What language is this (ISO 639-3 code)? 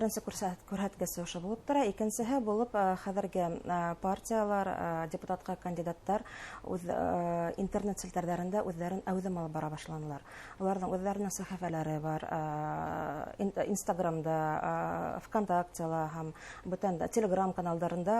bak